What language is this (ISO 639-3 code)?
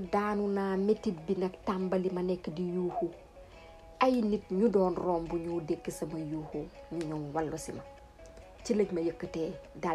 wol